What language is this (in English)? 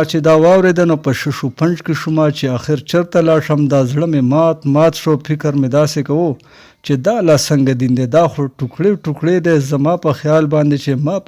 Pashto